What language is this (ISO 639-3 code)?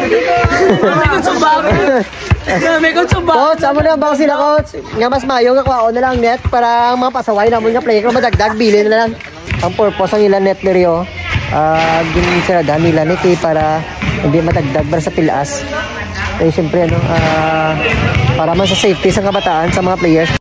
hil